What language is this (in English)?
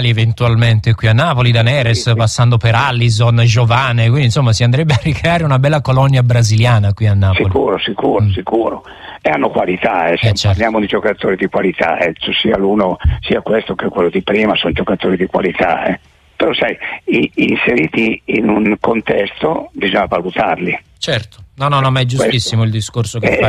Italian